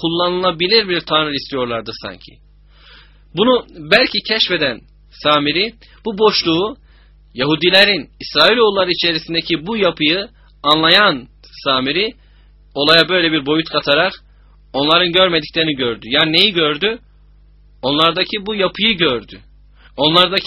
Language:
Turkish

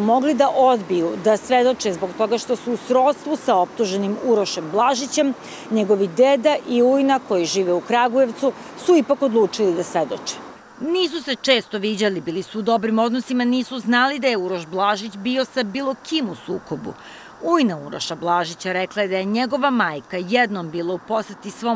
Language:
Serbian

